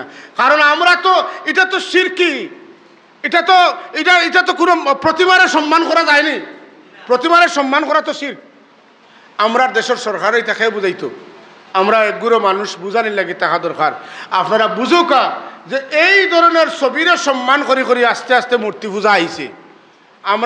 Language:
Sylheti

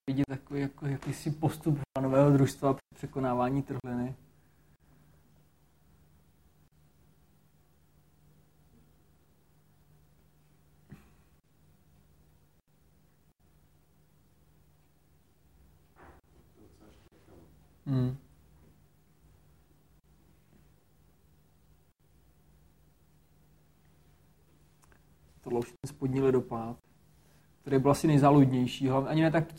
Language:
Czech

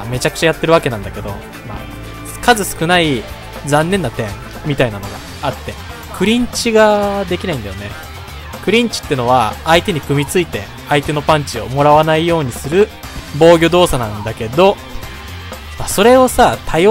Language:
Japanese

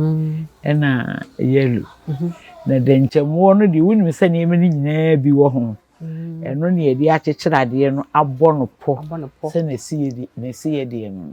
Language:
Akan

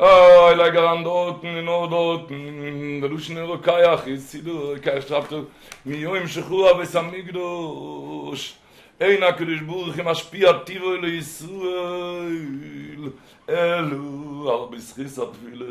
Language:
Yiddish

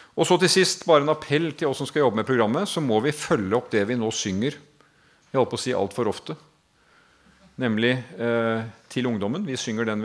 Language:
Norwegian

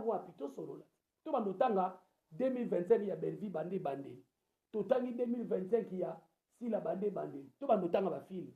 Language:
Lingala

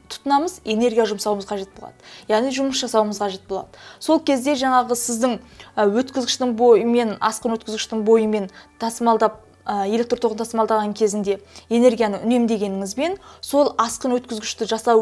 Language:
Kazakh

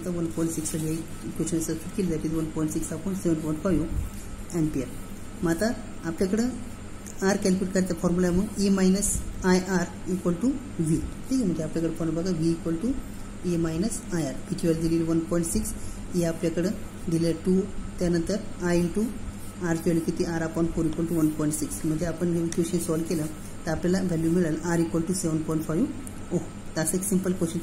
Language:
Marathi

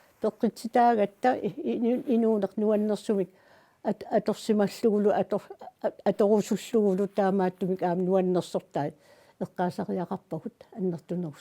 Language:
Kalaallisut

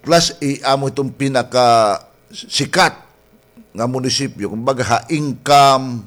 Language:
Waray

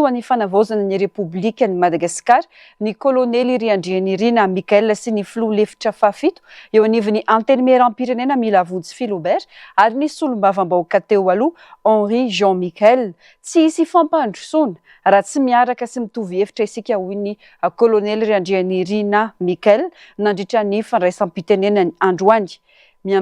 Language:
Malagasy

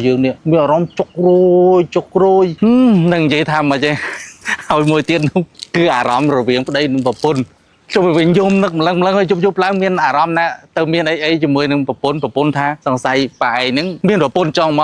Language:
Khmer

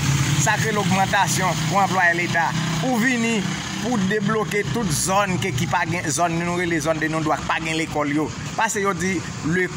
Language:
Haitian Creole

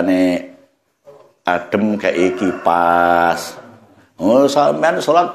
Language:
Javanese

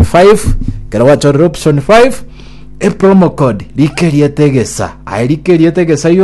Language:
Gusii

